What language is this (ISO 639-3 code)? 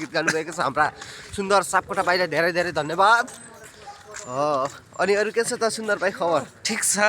nep